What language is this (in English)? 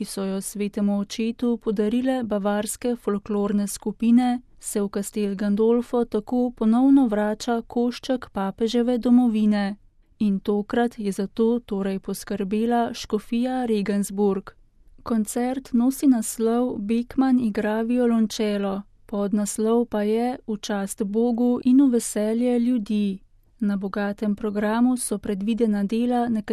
Slovenian